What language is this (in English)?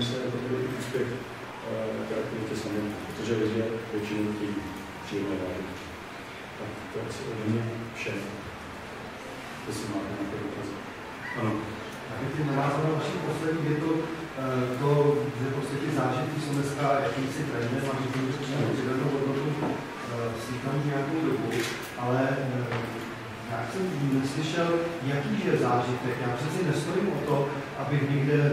Czech